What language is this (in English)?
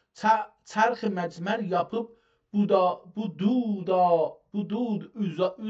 South Azerbaijani